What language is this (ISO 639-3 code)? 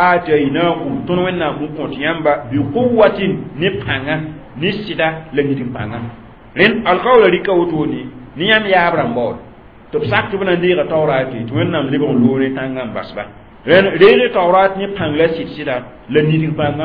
mos